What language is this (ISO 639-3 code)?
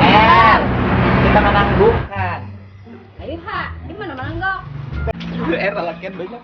bjn